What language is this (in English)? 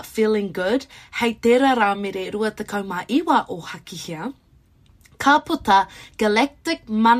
Māori